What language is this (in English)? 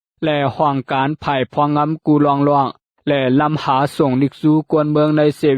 Shan